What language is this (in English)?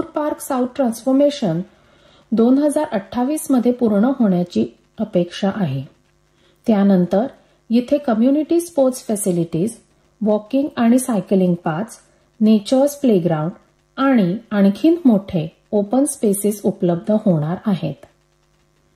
Marathi